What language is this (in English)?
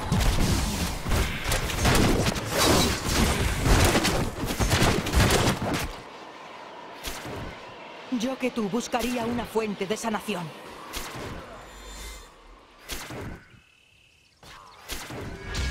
Spanish